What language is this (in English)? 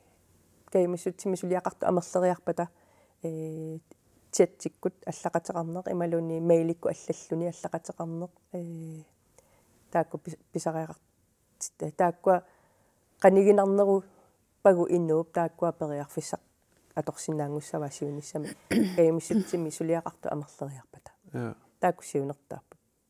Kalaallisut